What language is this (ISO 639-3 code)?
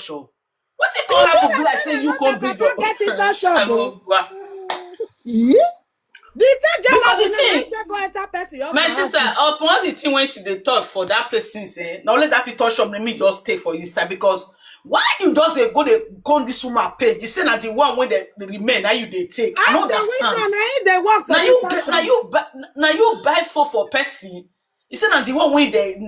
pcm